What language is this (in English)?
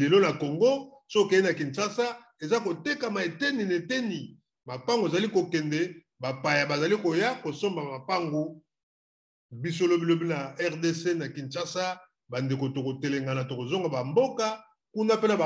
Lingala